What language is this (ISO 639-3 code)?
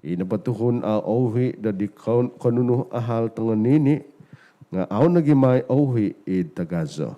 dtp